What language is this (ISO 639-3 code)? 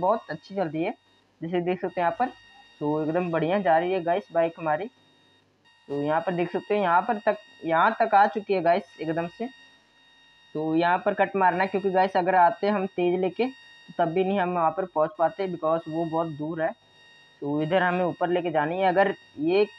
hin